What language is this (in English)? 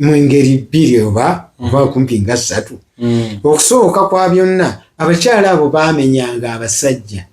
Ganda